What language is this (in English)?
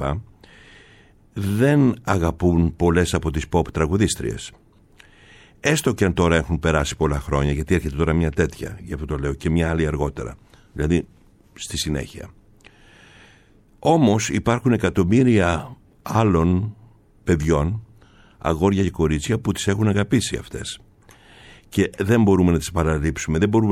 Greek